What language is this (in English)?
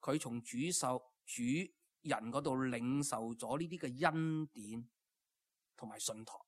Cantonese